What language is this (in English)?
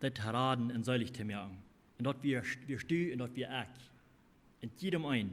Plautdietsch